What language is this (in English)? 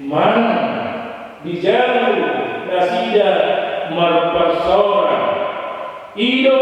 Batak Toba